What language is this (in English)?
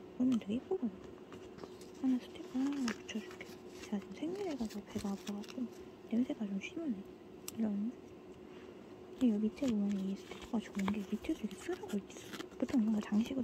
Korean